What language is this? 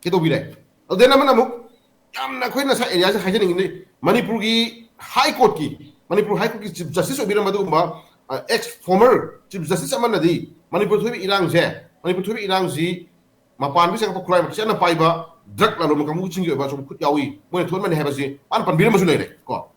Manipuri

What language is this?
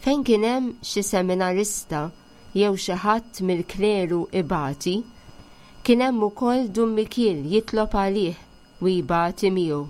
Maltese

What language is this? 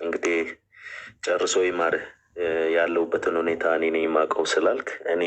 Amharic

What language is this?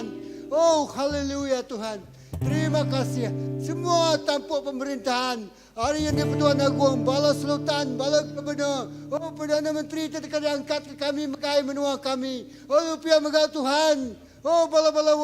Iban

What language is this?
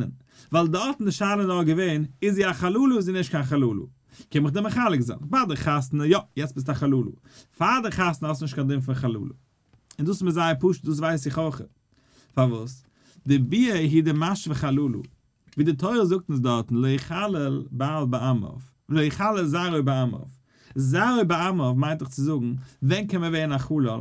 Yiddish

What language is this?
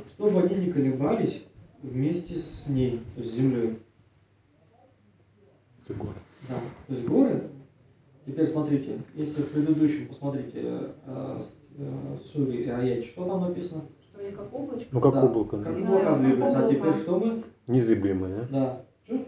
Russian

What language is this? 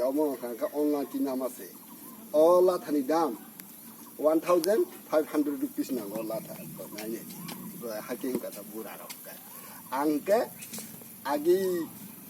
Kok Borok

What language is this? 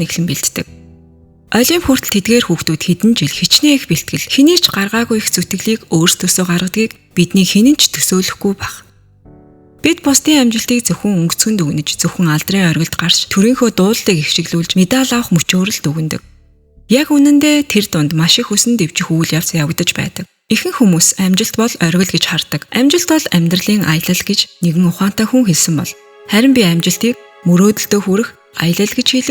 Mongolian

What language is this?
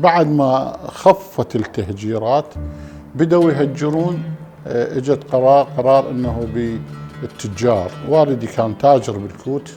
Mesopotamian Arabic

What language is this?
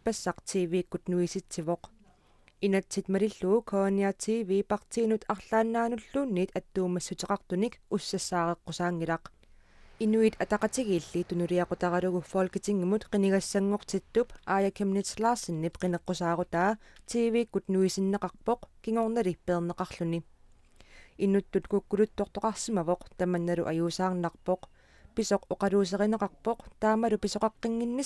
Kalaallisut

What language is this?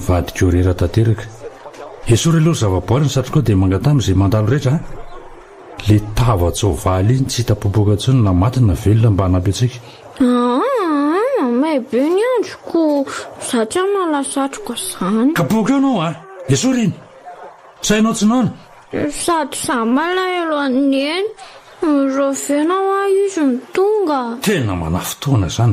Malagasy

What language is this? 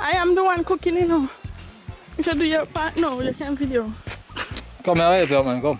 Jamaican Creole English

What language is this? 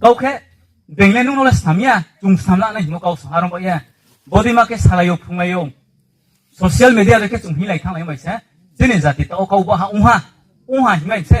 Riang (India)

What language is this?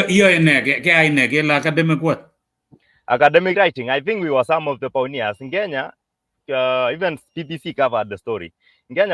Kalenjin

